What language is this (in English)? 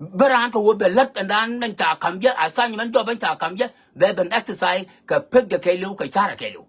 Nuer